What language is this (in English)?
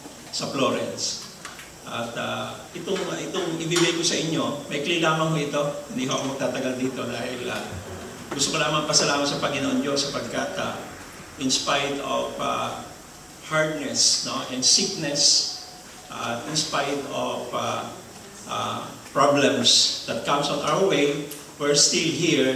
Filipino